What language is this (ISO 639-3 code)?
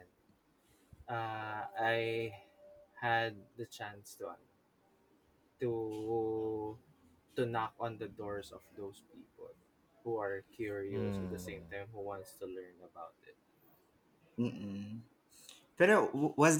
fil